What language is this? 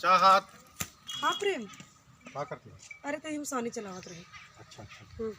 Awadhi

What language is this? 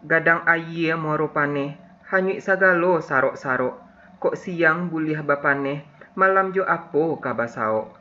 Minangkabau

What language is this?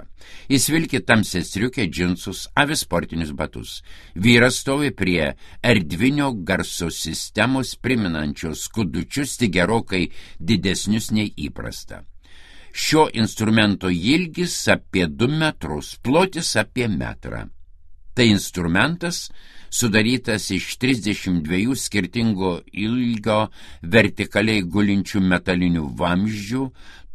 Lithuanian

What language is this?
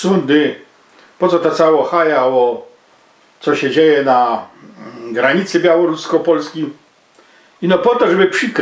Silesian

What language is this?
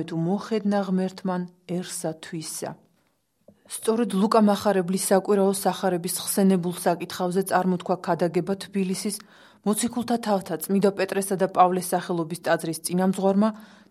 Georgian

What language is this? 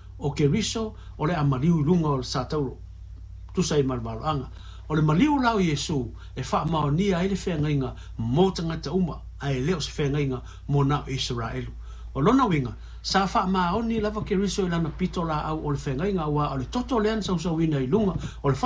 Samoan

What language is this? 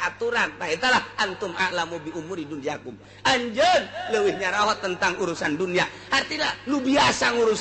Sundanese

